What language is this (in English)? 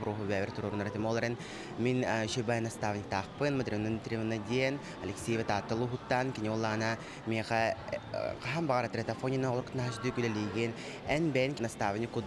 Yakut